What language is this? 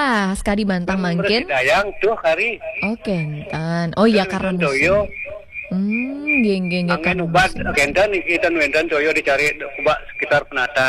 Balinese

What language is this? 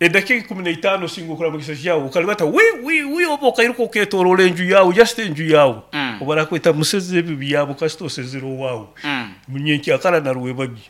Nyoro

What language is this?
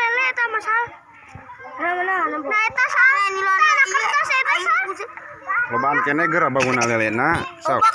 Sundanese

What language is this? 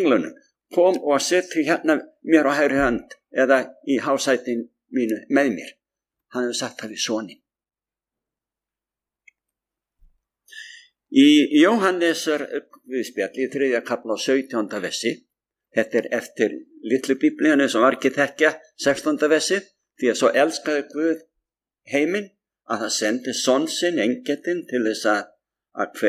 Icelandic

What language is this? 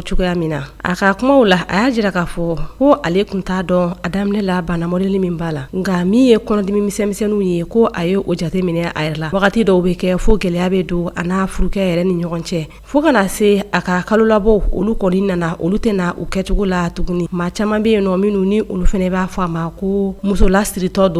Bambara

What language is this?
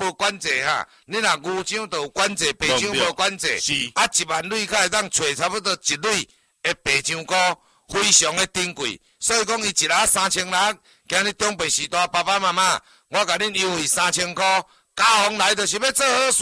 Min Nan Chinese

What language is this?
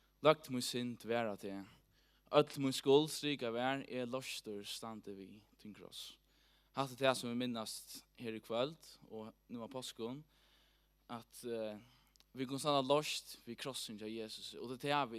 Faroese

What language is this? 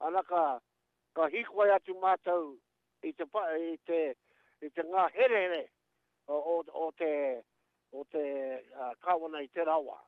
Māori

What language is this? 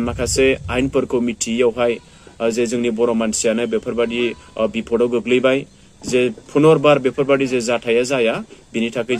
Bodo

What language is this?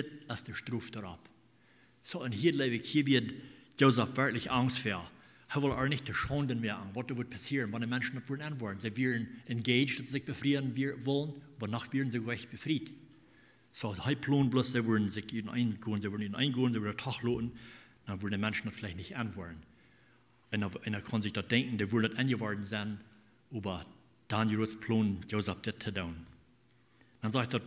Plautdietsch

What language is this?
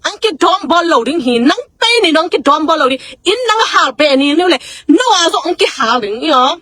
Tedim Chin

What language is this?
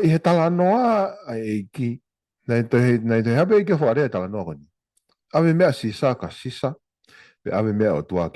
Tongan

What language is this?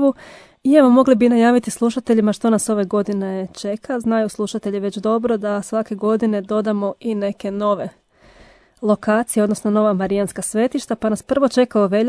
Croatian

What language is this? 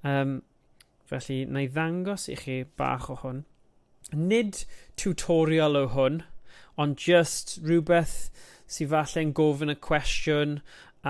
Welsh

